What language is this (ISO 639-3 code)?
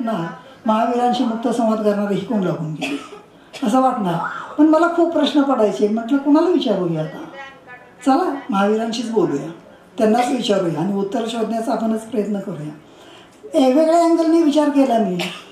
mar